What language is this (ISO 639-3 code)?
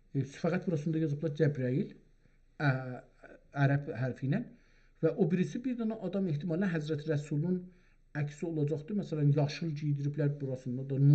azb